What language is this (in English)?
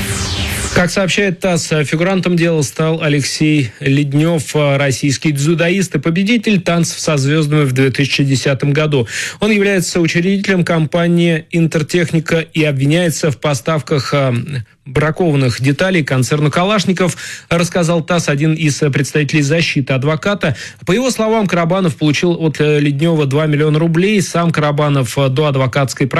Russian